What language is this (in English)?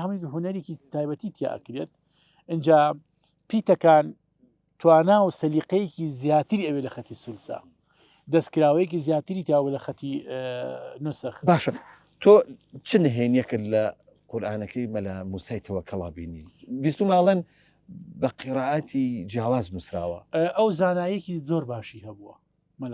Central Kurdish